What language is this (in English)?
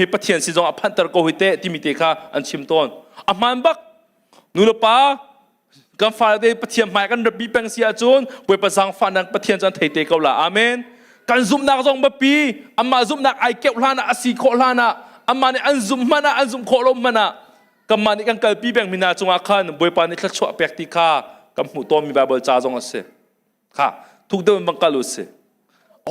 Hakha Chin